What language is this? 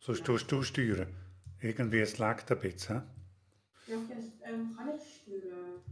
Swiss German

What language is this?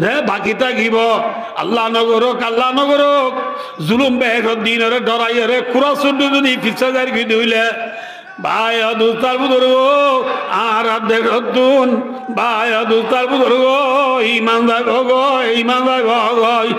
Rohingya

